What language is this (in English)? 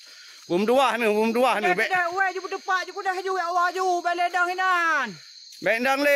Achinese